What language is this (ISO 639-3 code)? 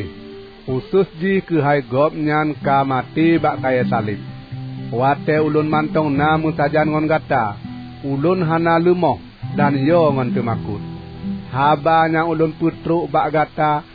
ace